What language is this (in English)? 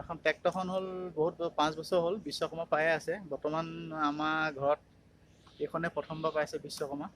Assamese